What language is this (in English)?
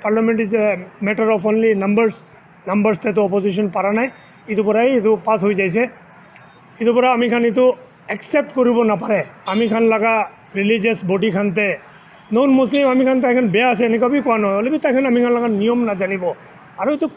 Naga Pidgin